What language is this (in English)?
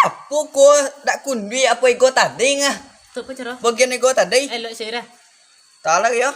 Minangkabau